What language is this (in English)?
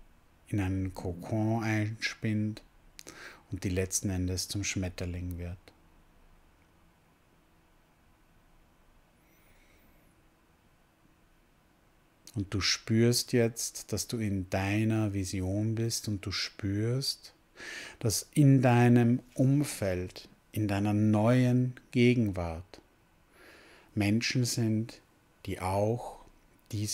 German